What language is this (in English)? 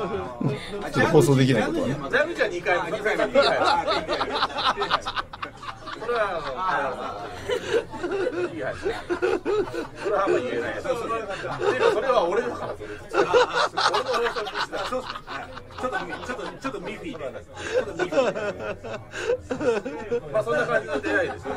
Japanese